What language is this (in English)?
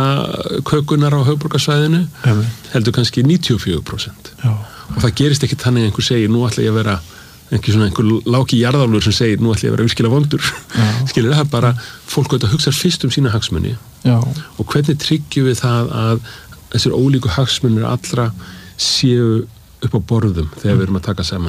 Icelandic